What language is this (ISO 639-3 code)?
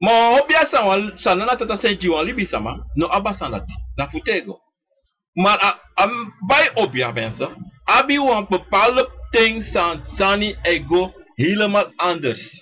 srn